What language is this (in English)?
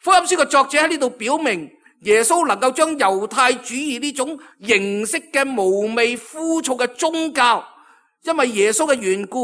Cantonese